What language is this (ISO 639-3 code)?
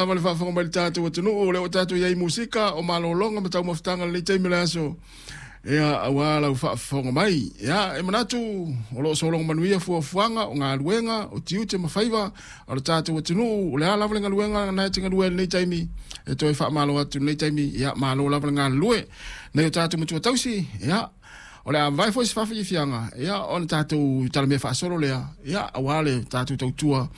smo